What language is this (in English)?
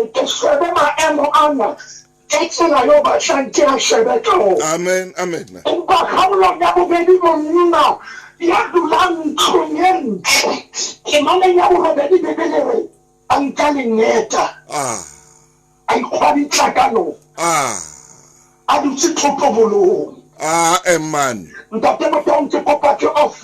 Southern Sotho